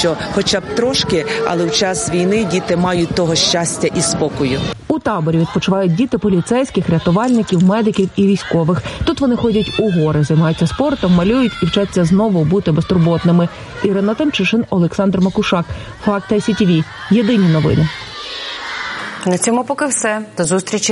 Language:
Ukrainian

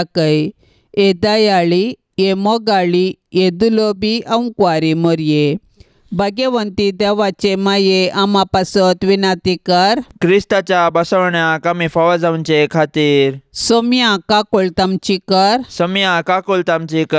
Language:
Konkani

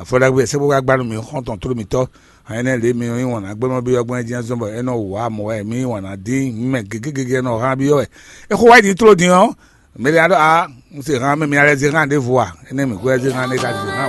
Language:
Fon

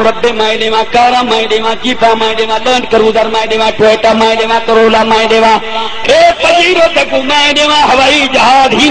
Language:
Saraiki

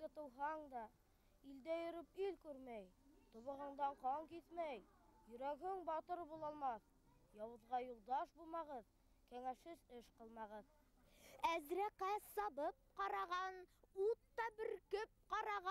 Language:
Bashkir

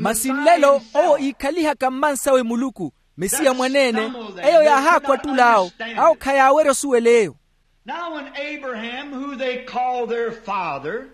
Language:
Makhuwa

